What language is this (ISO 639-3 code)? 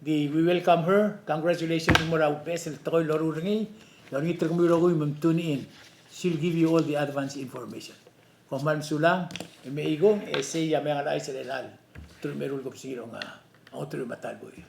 pau